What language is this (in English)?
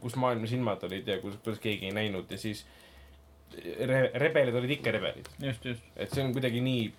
Estonian